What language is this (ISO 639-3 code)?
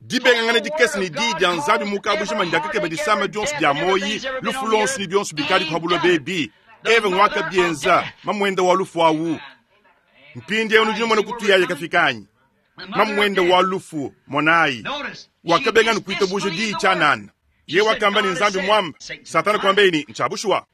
lua